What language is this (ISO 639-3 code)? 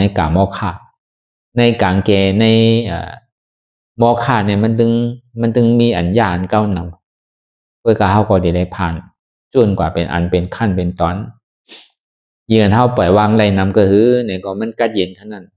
shn